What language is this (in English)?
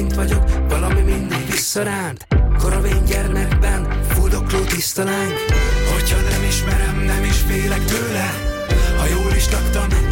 Hungarian